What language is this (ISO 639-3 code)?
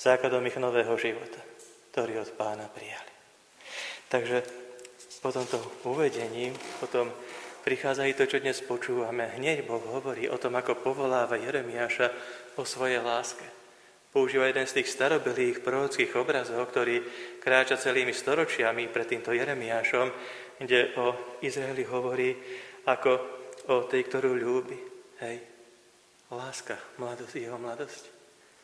slk